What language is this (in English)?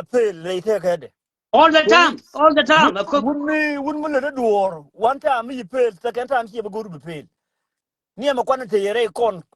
Nuer